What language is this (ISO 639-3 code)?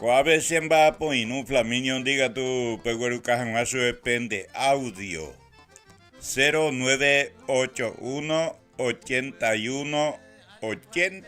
grn